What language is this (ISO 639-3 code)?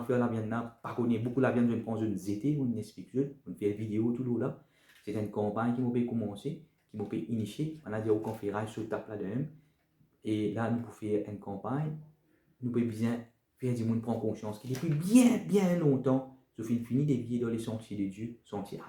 mfe